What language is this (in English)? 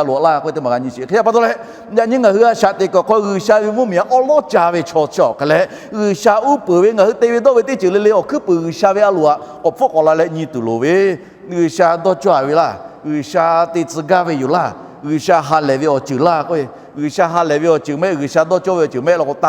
Lahu